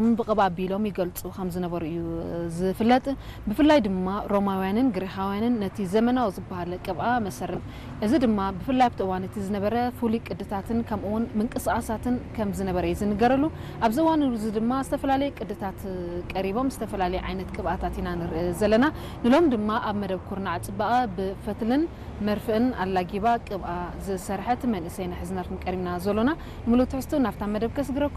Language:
Tigrinya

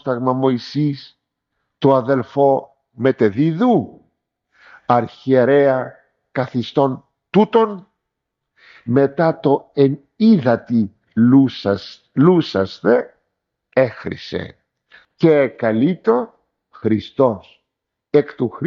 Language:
Greek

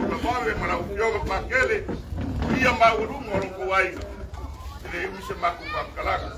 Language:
Samoan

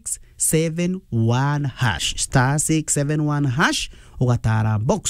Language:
Meru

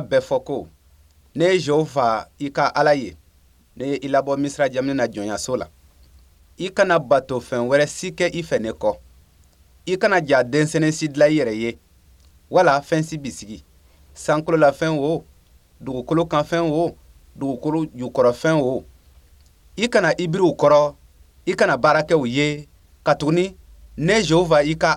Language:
Bambara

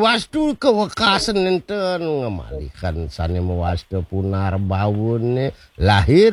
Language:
Balinese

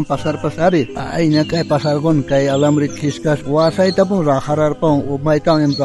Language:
South Bolivian Quechua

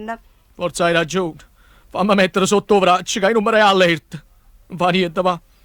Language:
Neapolitan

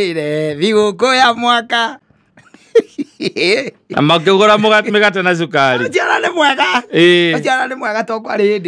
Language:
Kikuyu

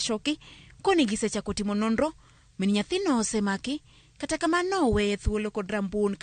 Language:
Luo (Kenya and Tanzania)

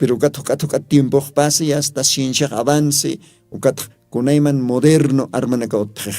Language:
Aymara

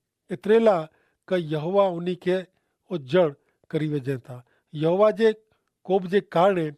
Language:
Kachhi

